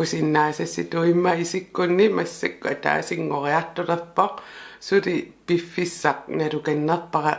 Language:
Kalaallisut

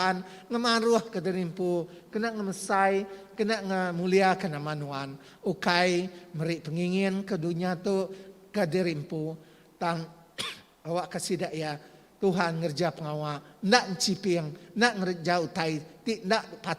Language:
Iban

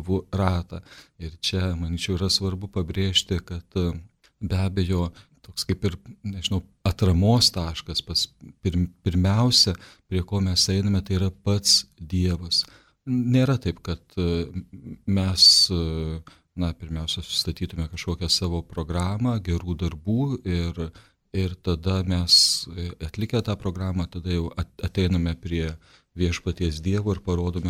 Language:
Lithuanian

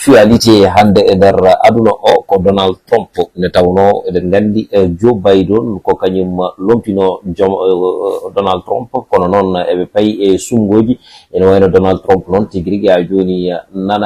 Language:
Fula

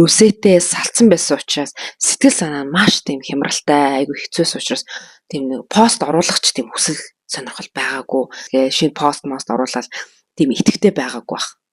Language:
Mongolian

